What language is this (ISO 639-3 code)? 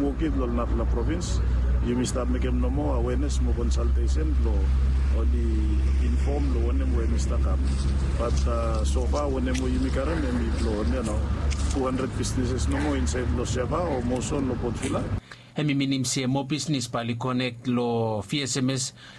bis